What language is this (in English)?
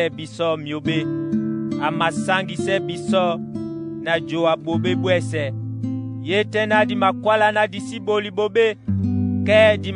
Duala